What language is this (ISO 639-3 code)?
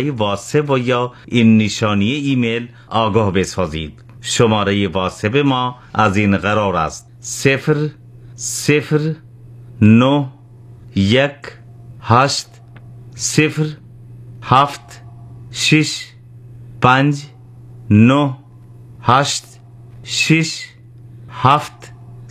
fas